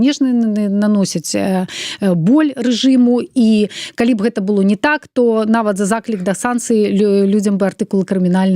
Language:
Belarusian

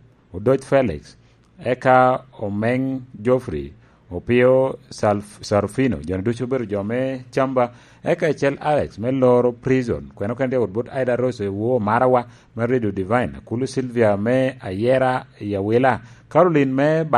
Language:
Lango (Uganda)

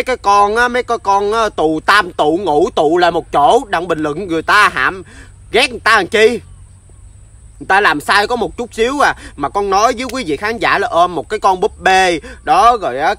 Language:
Vietnamese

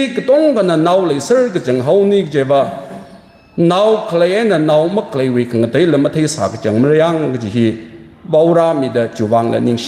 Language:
Tangkhul Naga (India)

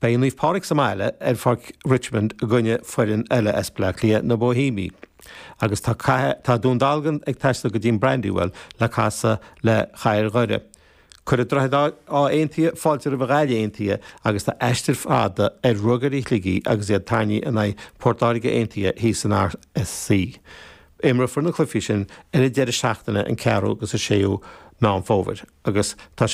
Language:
Irish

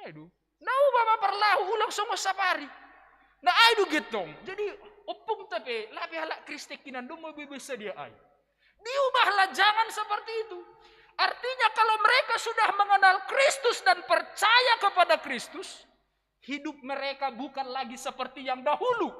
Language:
Batak Simalungun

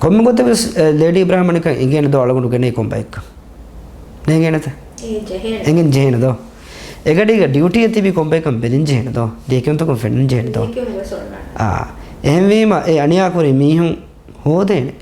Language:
Divehi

